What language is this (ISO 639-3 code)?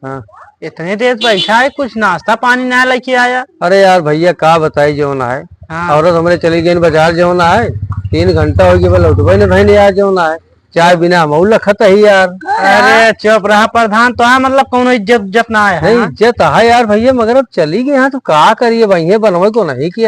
awa